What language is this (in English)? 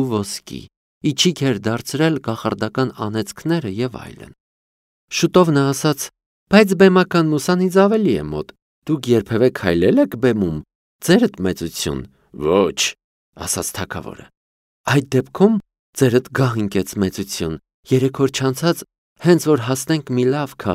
Armenian